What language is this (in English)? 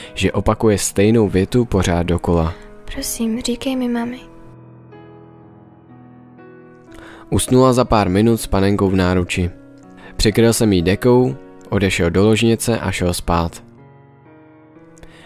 Czech